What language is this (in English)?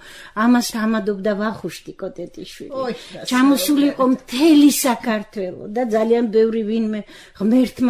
Georgian